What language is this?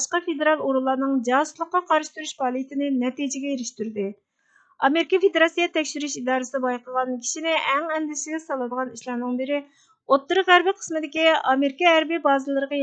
Uyghur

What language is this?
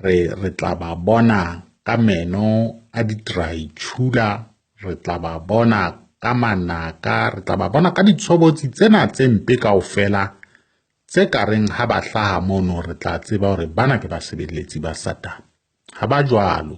Southern Sotho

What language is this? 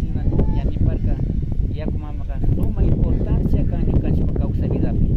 Imbabura Highland Quichua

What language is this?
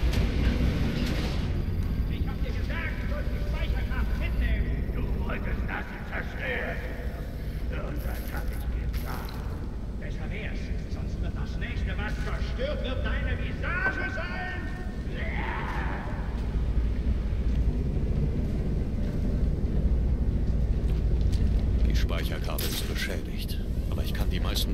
German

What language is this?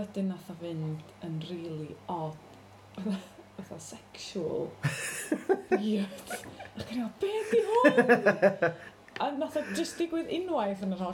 Welsh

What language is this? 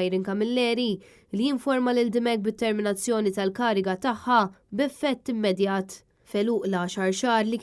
Maltese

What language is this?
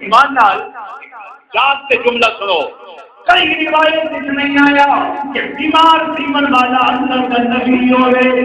Saraiki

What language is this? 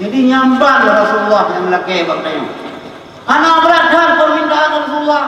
Achinese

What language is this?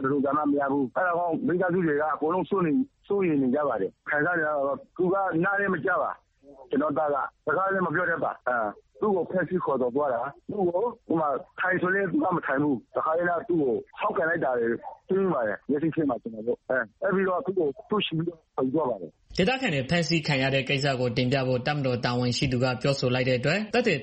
Burmese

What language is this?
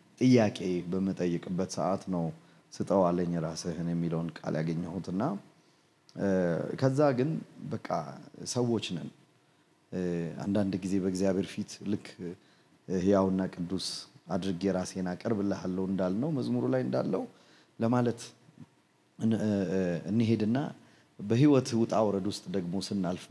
Amharic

